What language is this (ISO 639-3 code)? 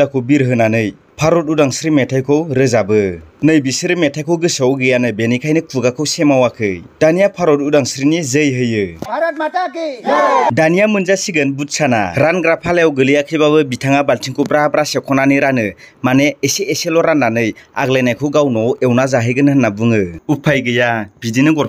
brx